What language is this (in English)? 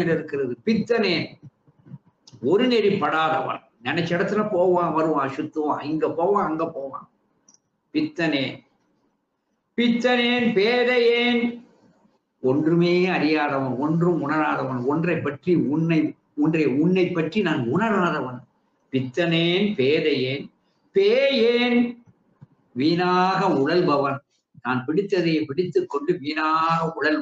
Tamil